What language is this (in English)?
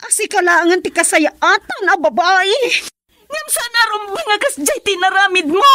Iloko